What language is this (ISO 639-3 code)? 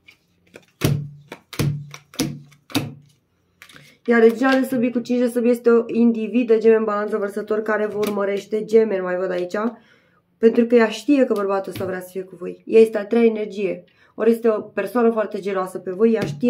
ron